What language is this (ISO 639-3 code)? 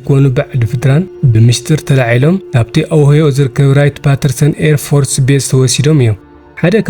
tir